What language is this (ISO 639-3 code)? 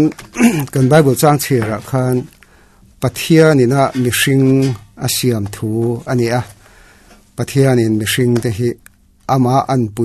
lus